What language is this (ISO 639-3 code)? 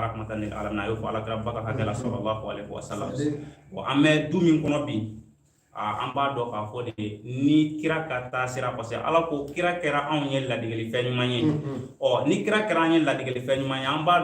bam